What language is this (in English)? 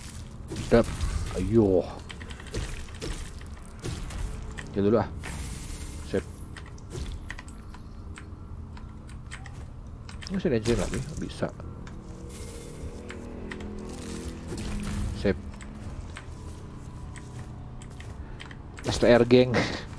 Indonesian